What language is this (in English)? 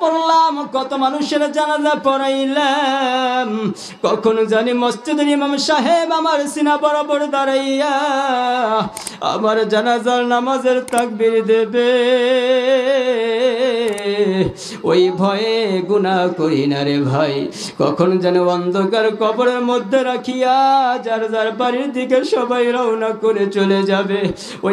Bangla